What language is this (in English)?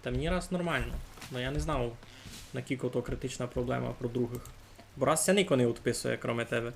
Rusyn